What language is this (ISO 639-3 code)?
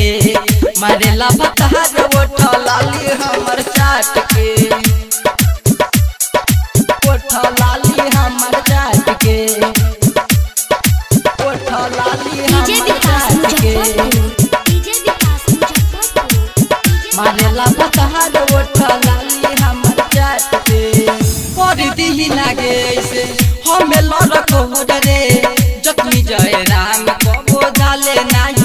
bho